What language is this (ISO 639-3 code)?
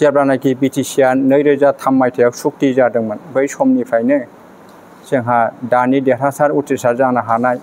brx